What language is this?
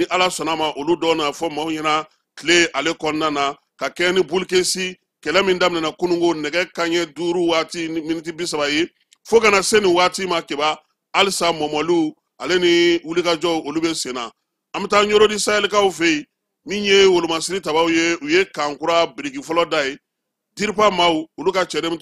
Bambara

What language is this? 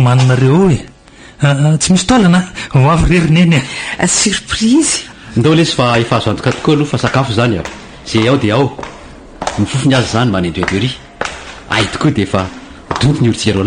Malagasy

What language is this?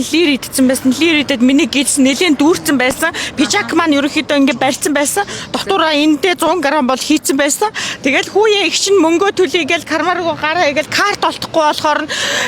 Mongolian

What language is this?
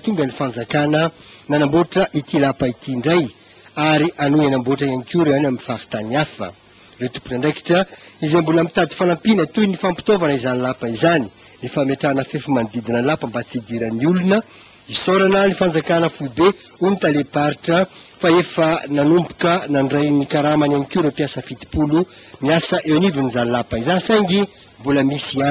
Malagasy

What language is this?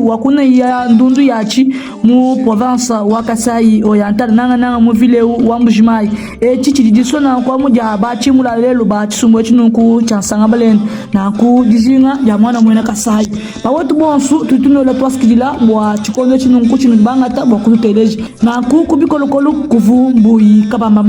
Luba-Lulua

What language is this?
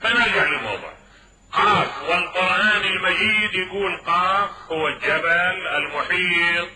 Mesopotamian Arabic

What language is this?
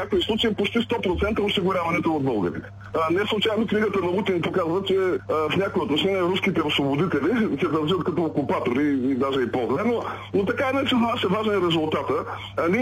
Bulgarian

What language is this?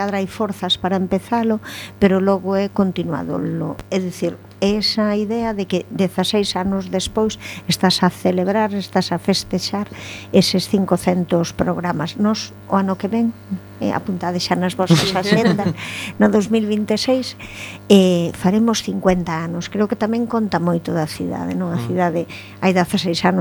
Galician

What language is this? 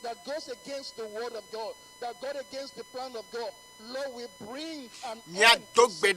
Ewe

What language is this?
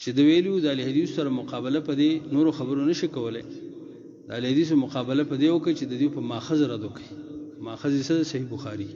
Pashto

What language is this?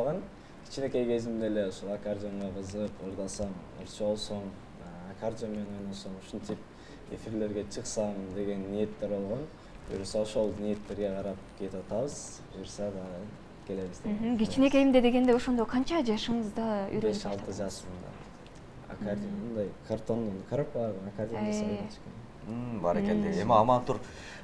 Kyrgyz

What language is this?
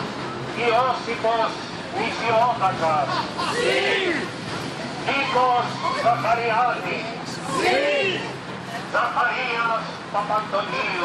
Greek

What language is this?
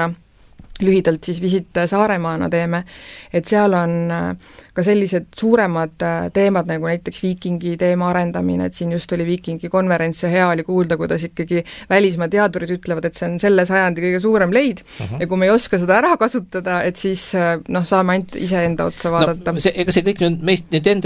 Estonian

